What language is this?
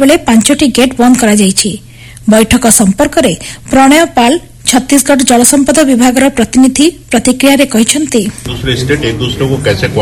Odia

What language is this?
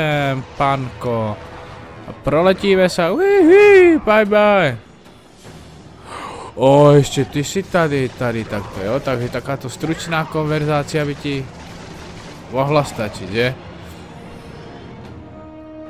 Czech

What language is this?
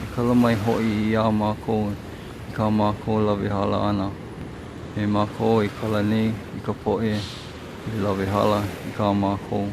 Hawaiian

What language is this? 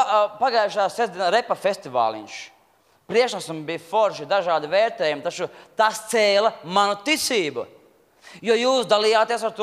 Latvian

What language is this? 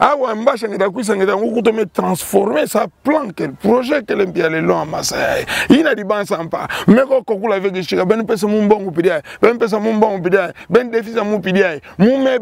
Kituba (Democratic Republic of Congo)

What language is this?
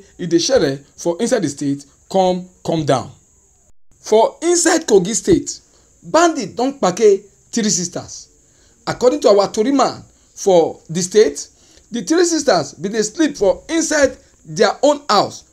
Nigerian Pidgin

